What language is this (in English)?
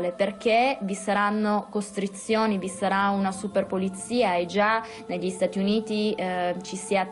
Italian